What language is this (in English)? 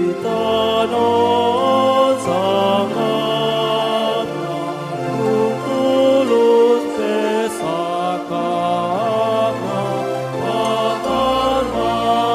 Batak Toba